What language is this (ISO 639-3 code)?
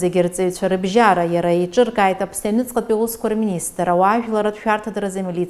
abk